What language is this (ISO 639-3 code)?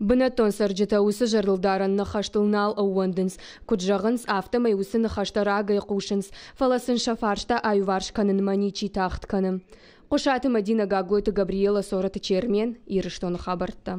oss